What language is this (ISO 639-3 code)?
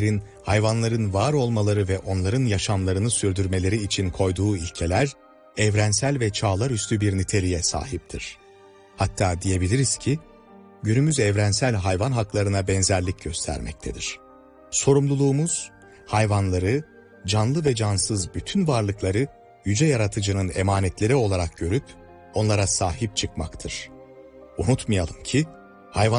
tur